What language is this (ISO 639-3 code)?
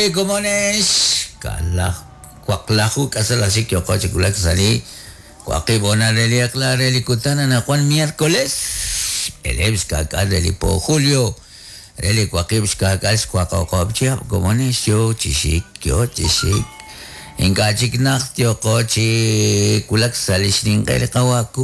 kek